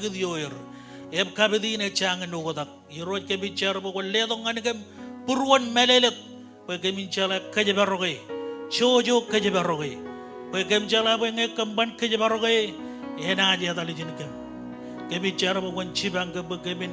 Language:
Marshallese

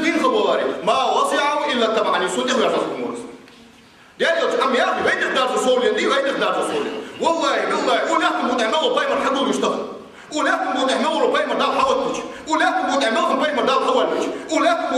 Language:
Ingush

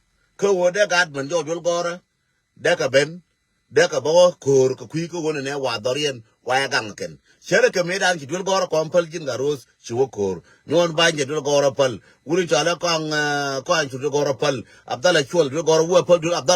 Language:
Nuer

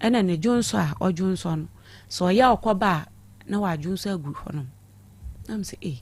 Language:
Akan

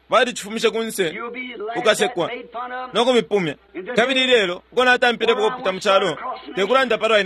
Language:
Bemba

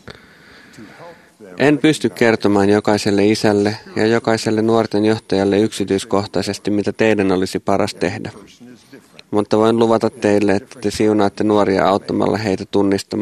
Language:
Finnish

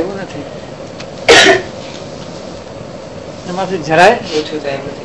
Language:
Gujarati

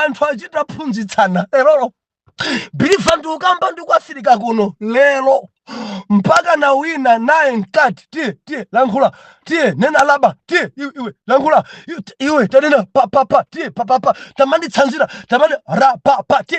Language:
Nyanja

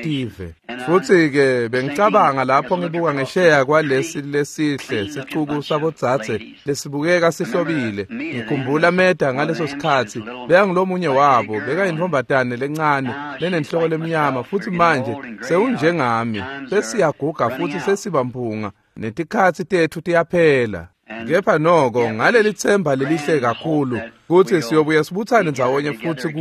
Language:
Swati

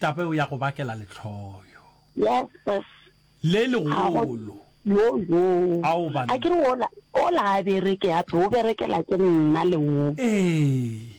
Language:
Northern Sotho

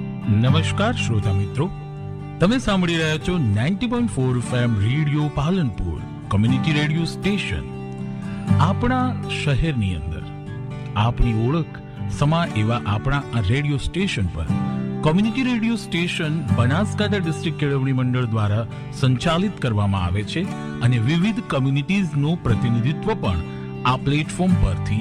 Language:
Gujarati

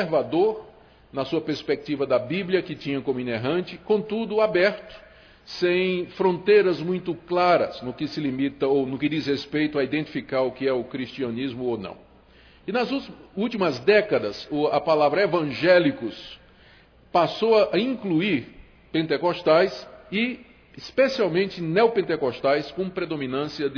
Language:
Portuguese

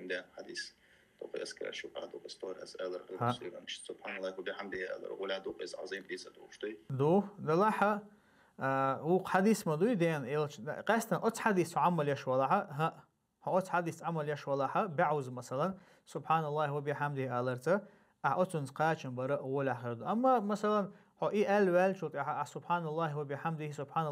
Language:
Chechen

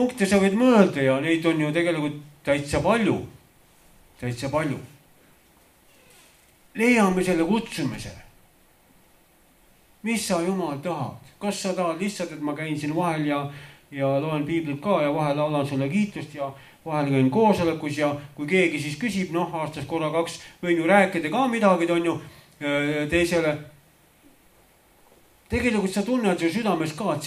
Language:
Estonian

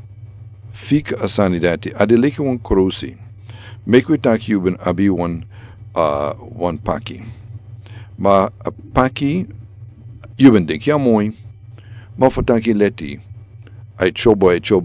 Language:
Sranan Tongo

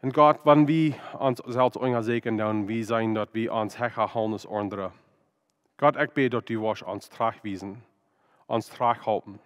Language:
Plautdietsch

